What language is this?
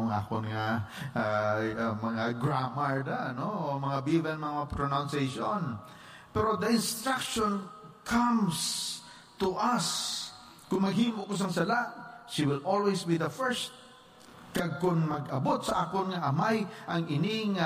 Hiligaynon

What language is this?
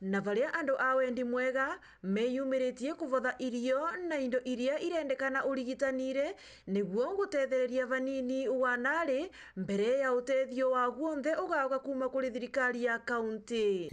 Meru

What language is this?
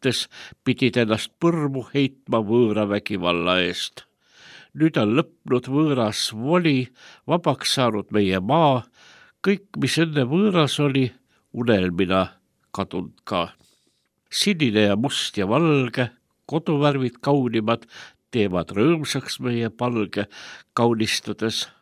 Estonian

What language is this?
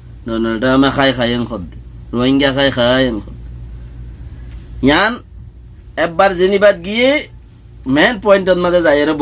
Rohingya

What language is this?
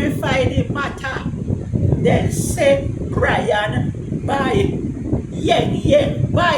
Jamaican Creole English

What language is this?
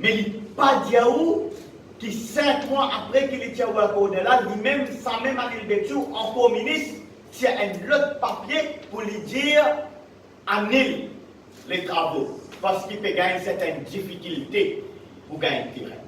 Morisyen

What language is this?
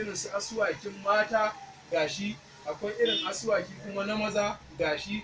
Hausa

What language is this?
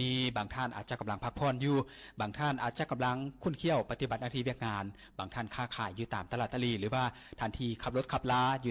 Lao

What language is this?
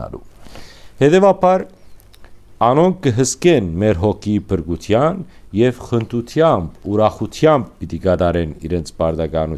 Western Armenian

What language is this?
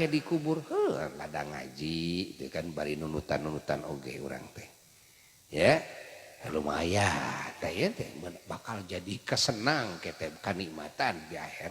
Sundanese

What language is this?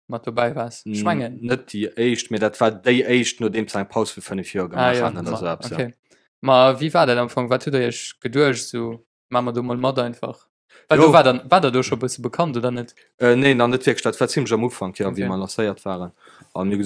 Luxembourgish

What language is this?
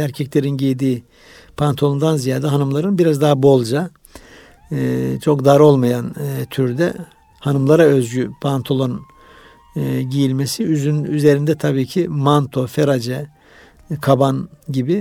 Turkish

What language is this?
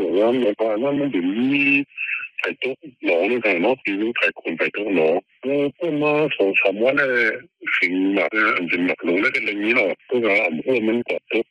Shan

